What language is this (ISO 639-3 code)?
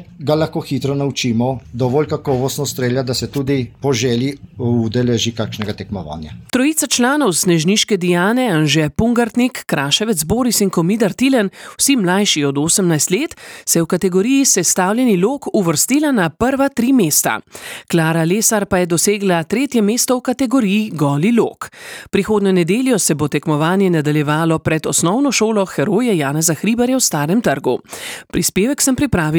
slv